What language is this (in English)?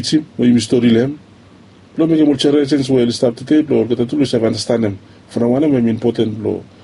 Bislama